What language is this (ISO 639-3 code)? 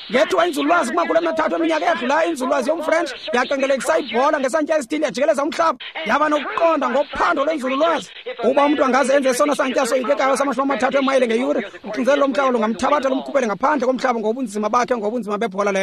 xho